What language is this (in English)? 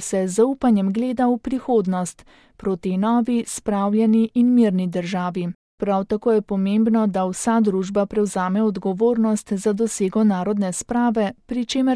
Slovenian